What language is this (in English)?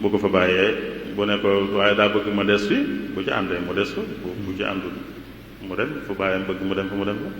Wolof